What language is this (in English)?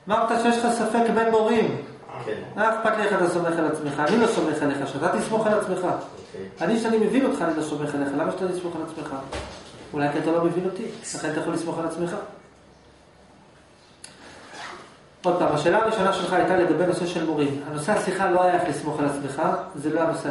Hebrew